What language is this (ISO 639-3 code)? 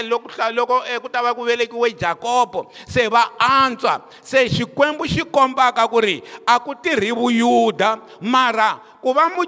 tso